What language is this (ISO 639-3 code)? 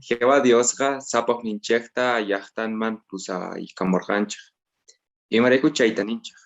que